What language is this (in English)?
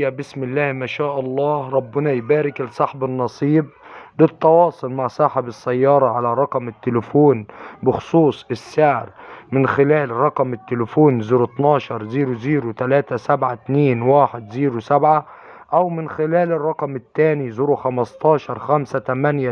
Egyptian Arabic